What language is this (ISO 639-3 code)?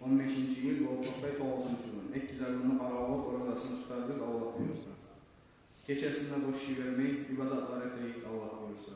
kum